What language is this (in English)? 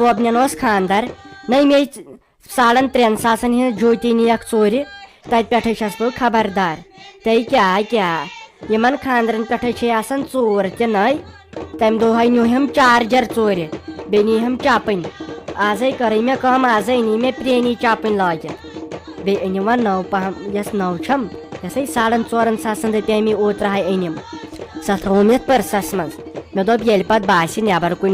Kashmiri